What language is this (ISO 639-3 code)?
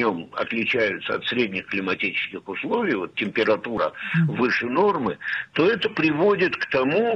rus